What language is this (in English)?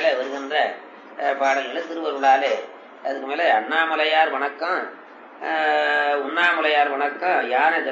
Tamil